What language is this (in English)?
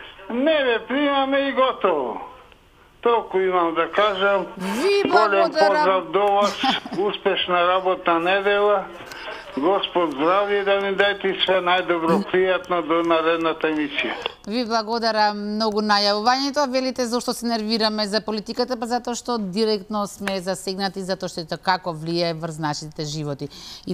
Macedonian